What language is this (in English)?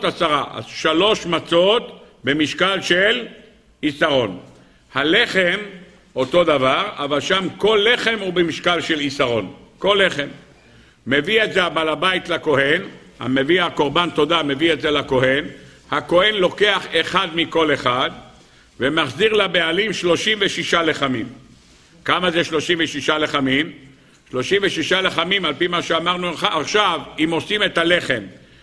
Hebrew